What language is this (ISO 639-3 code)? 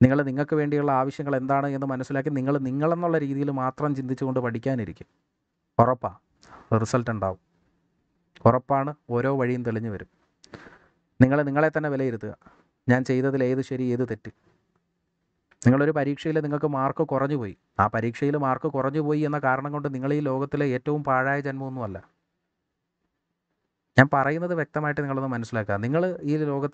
mal